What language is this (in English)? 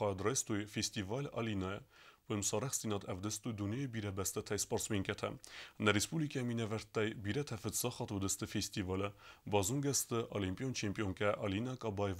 Ossetic